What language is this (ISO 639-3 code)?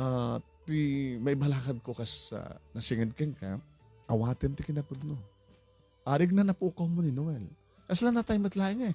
ilo